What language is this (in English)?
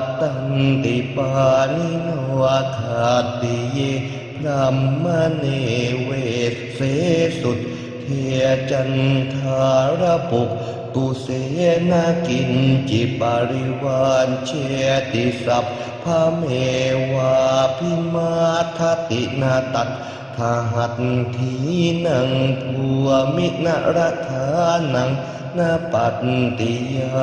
Pali